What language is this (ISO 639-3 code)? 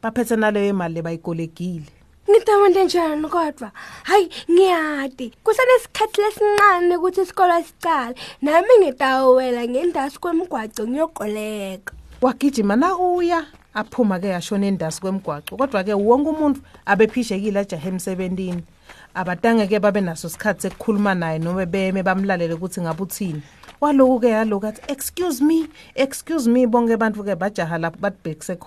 ssw